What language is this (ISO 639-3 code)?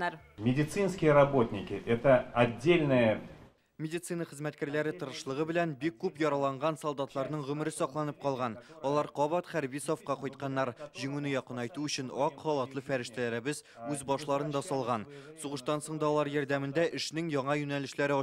tat